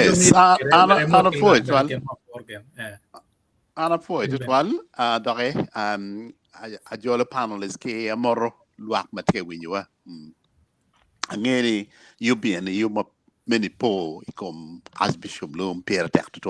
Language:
Acoli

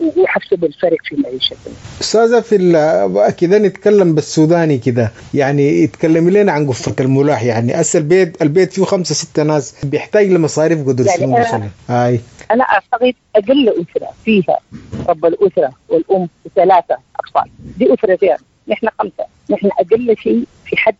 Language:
Sudanese Arabic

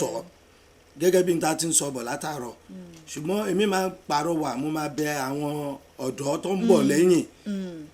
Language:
Yoruba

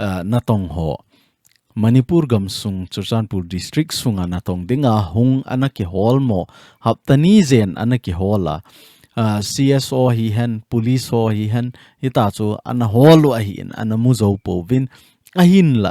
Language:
Thado Chin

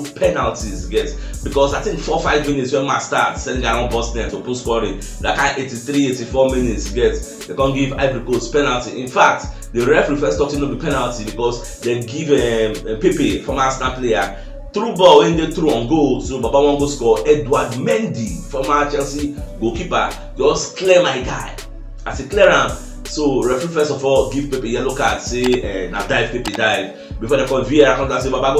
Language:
Nigerian Pidgin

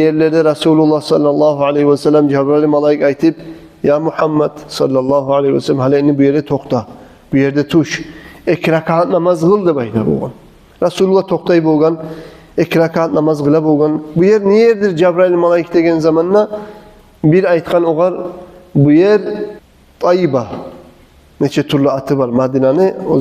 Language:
Kumyk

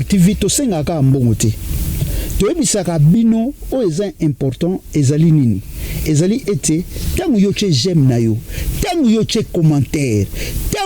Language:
Lingala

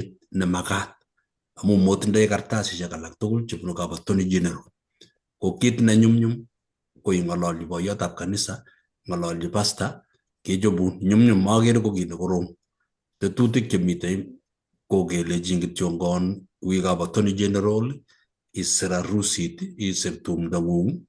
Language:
Kalenjin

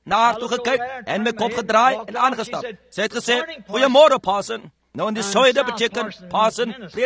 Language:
Afrikaans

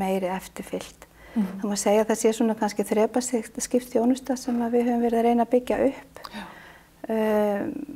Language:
Icelandic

